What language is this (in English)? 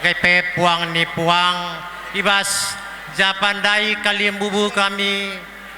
Batak Karo